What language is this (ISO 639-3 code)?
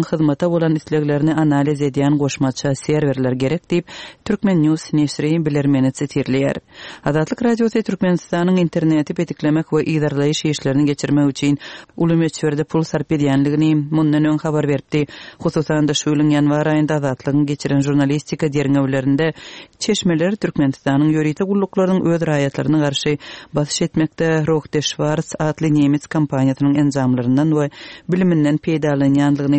tuk